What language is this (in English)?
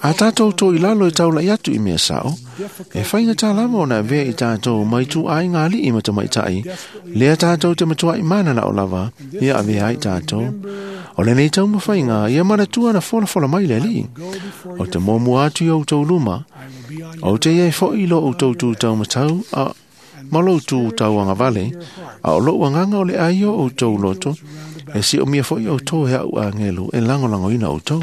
Samoan